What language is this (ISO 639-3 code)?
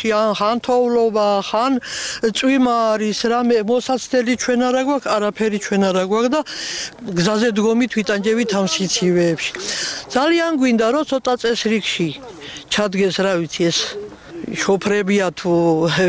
kat